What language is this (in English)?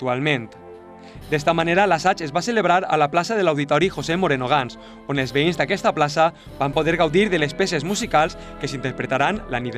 Catalan